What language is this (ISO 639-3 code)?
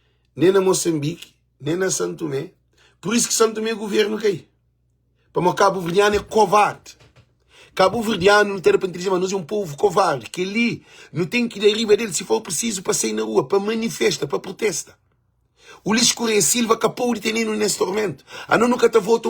kea